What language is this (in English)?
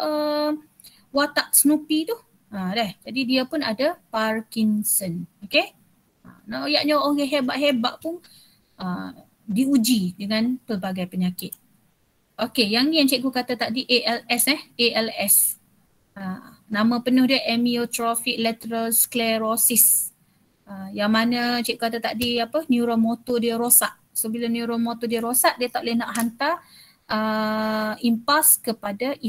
Malay